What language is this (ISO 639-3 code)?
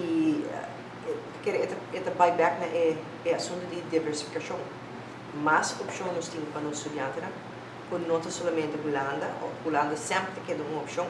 pap